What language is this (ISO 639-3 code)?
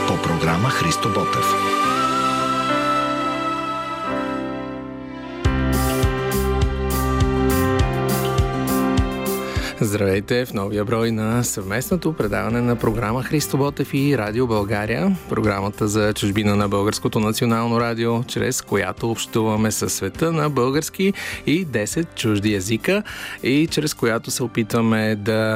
bul